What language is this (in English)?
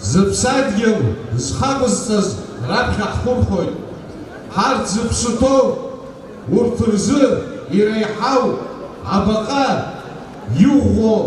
Abkhazian